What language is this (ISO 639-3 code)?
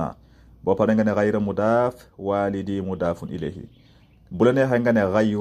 wol